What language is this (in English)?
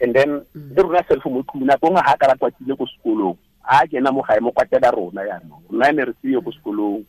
Tswana